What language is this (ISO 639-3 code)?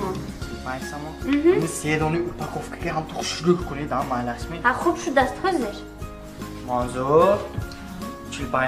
tgk